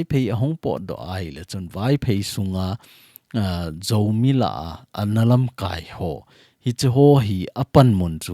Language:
Thado Chin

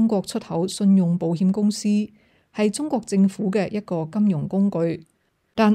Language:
Cantonese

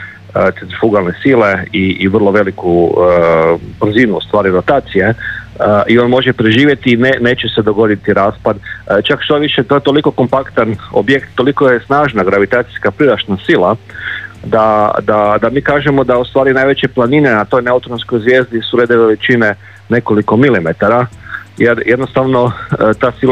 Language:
Croatian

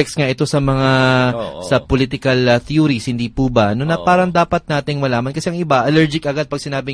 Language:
Filipino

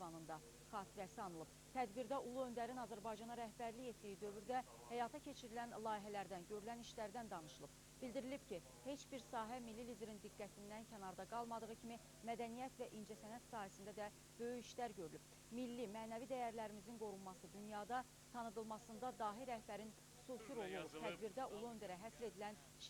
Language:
Azerbaijani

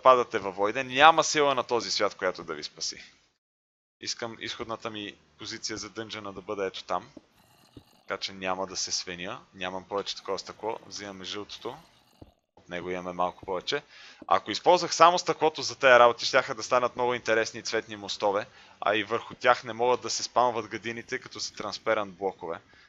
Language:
Bulgarian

